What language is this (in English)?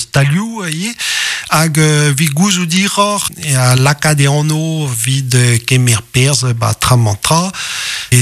Breton